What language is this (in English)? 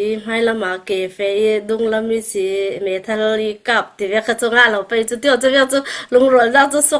Hakha Chin